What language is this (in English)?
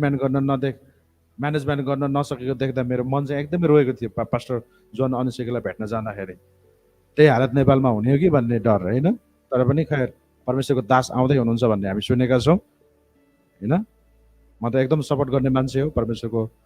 Nepali